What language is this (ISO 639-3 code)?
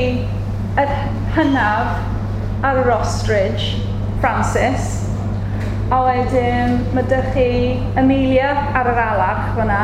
cym